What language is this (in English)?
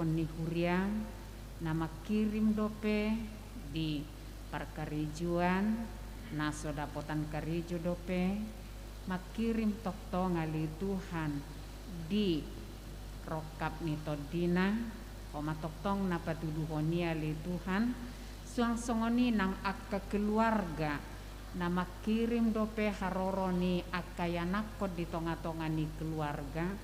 Batak Toba